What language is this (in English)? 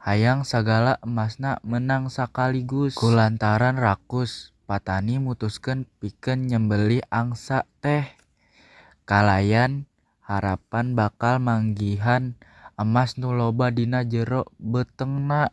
Sundanese